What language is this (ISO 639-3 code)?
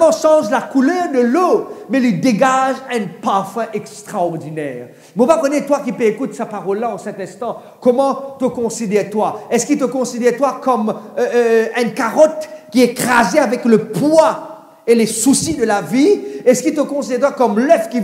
mfe